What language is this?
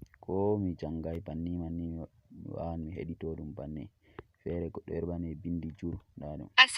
Fula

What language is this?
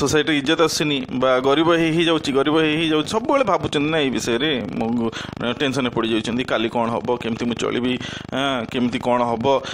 Odia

